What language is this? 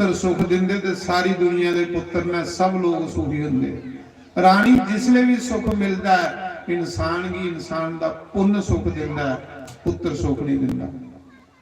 Dogri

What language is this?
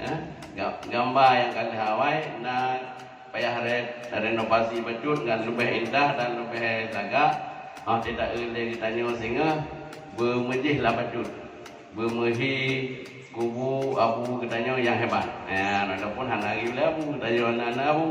Achinese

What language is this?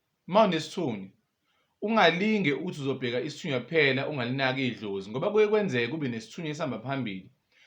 Zulu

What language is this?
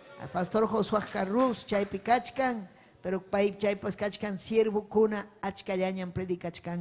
Ayacucho Quechua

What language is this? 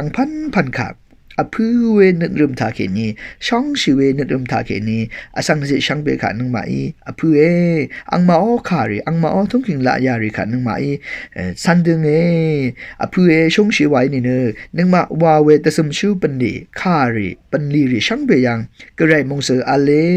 Rawang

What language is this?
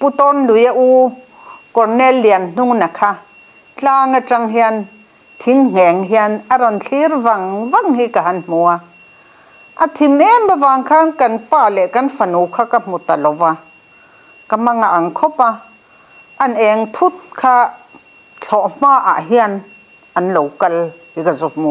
Mizo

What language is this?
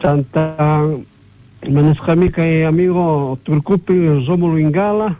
South Bolivian Quechua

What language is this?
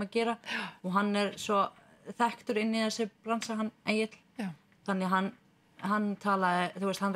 Icelandic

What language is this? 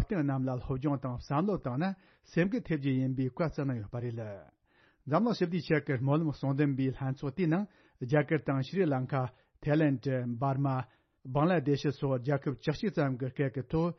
Tibetan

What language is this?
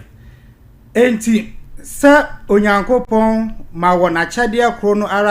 Akan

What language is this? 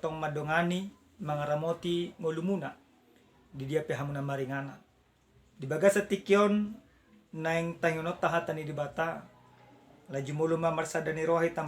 Batak Toba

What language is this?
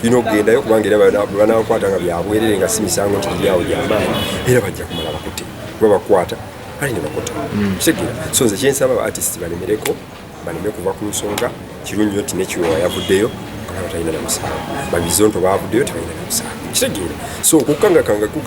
Ganda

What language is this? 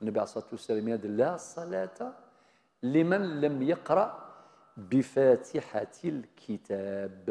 Kabyle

